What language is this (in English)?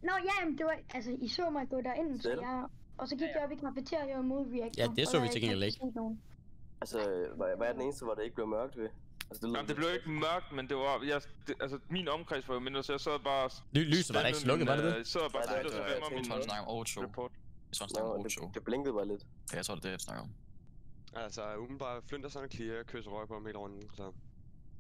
Danish